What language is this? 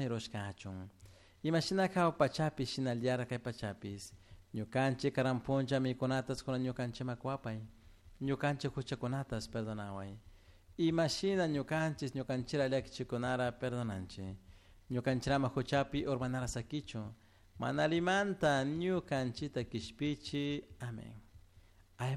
Chimborazo Highland Quichua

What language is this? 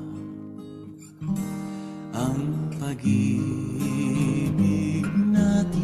Filipino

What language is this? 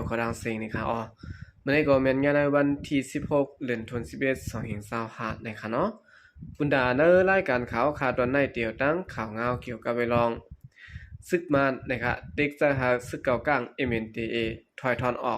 Shan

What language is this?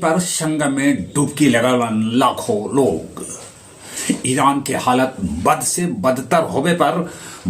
Magahi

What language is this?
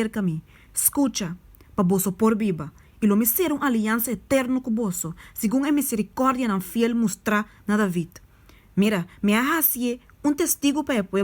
Papiamento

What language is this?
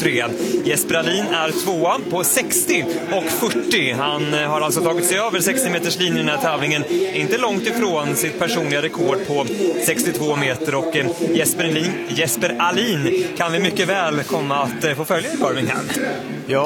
Swedish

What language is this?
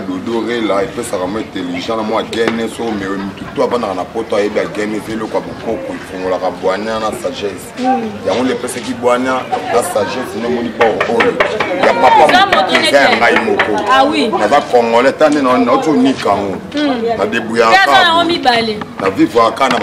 Lingala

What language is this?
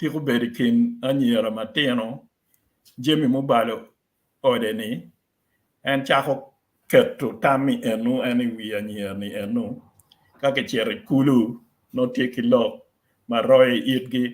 Acoli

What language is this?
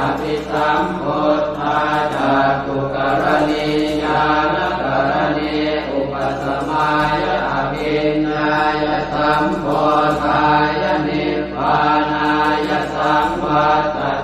Pali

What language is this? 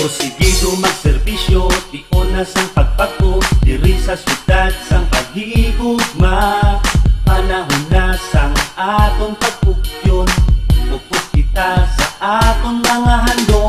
Hiligaynon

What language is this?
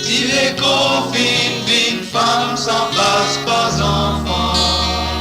Morisyen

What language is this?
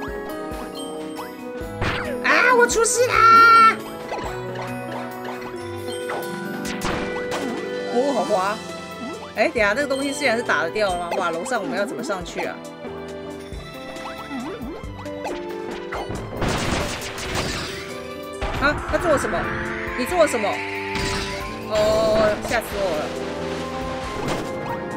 Chinese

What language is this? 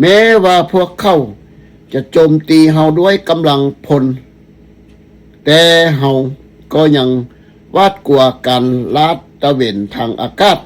Lao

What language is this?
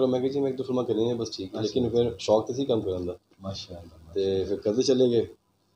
Saraiki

